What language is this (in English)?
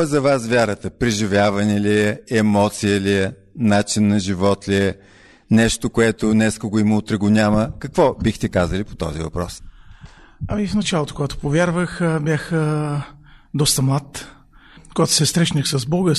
Bulgarian